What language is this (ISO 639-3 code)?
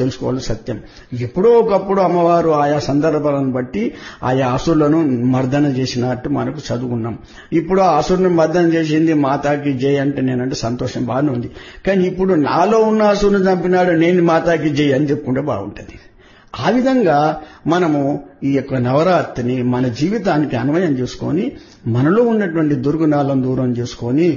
tel